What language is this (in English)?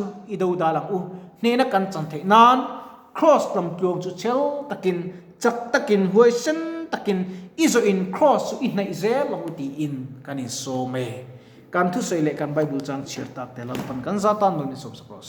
Mizo